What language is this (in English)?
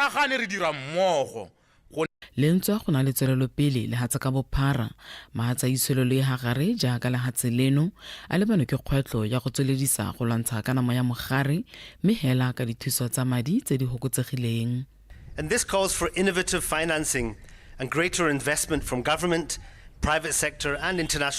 Tswana